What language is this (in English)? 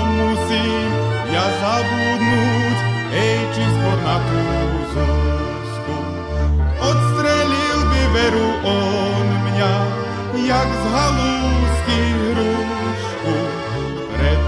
Slovak